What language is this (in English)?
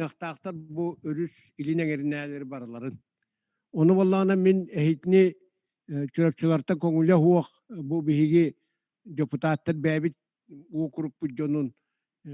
Yakut